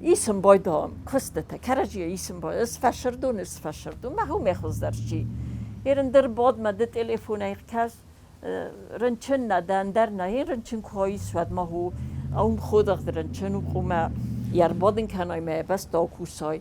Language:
Ossetic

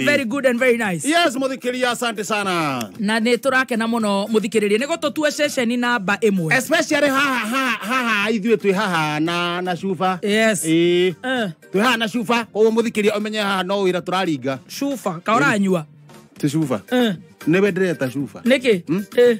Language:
Kikuyu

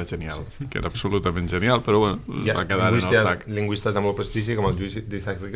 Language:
Catalan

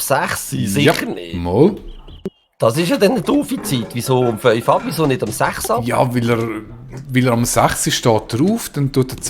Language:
Swiss German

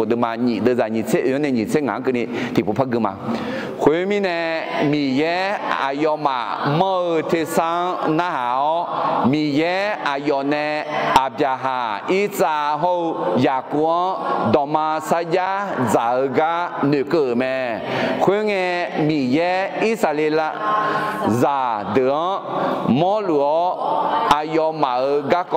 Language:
Akha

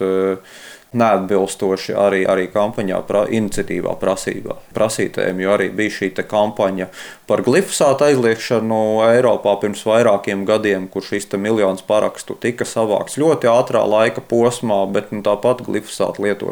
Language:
Latvian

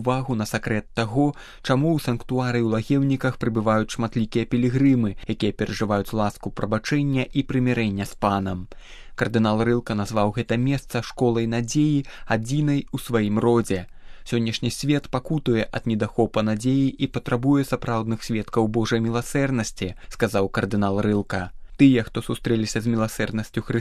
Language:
Belarusian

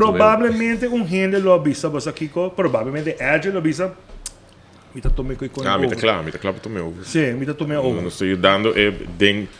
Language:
Papiamento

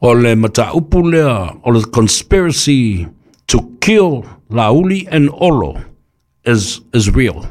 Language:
Samoan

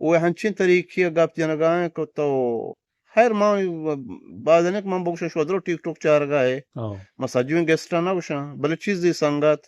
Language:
Eastern Balochi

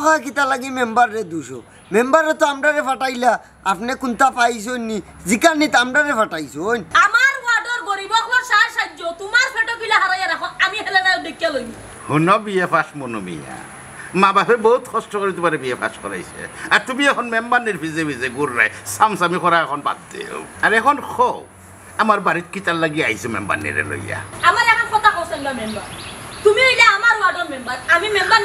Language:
Sylheti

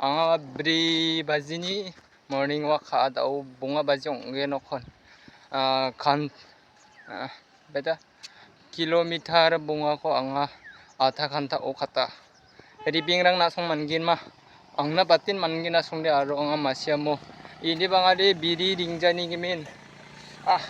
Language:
Garo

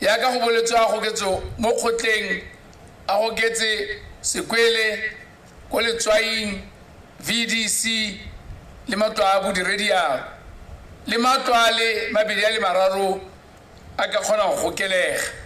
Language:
Tswana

